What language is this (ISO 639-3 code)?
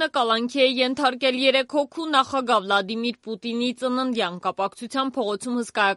hye